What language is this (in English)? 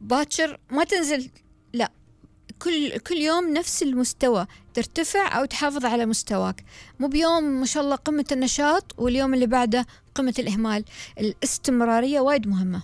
Gulf Arabic